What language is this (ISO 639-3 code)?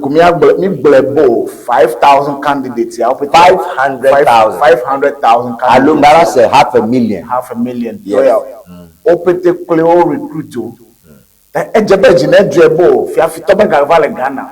ewe